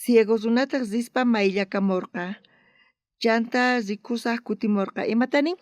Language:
South Bolivian Quechua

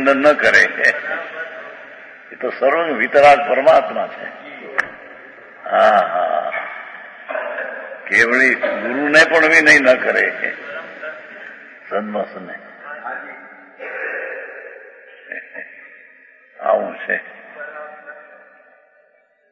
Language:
Gujarati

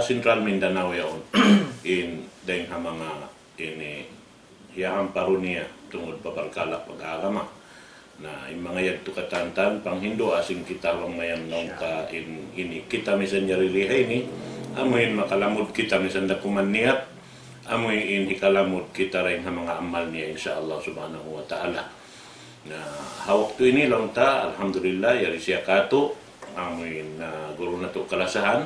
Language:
Tausug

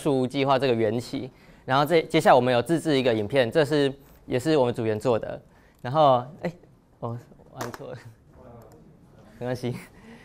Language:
Chinese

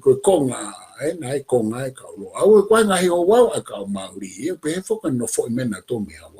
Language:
Tongan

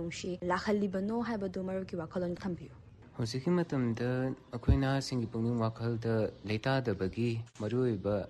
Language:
Manipuri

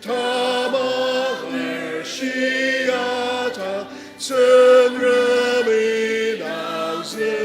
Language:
Ao Naga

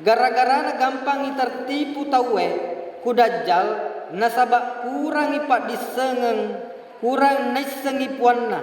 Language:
Buginese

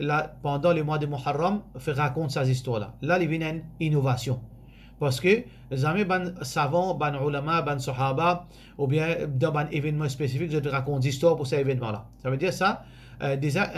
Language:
Morisyen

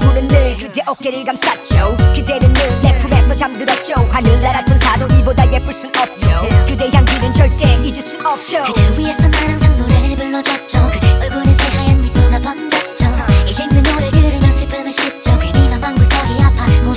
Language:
Korean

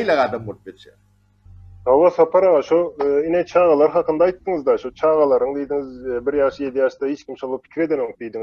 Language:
Turkmen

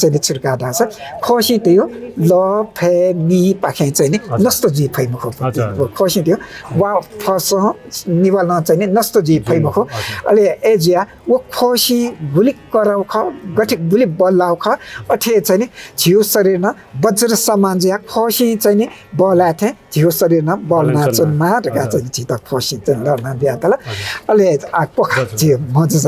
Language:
Newari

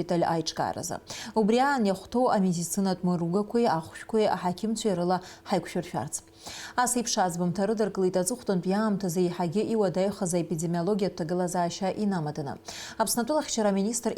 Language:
Abkhazian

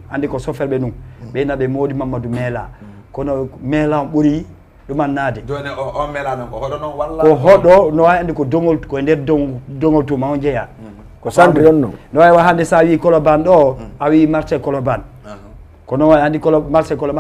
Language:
Fula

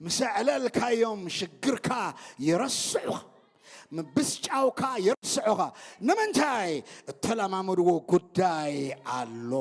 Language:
Tigrinya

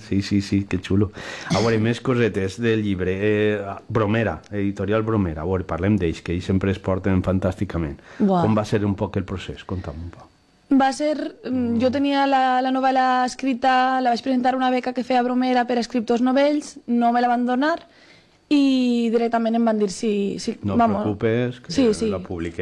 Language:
Catalan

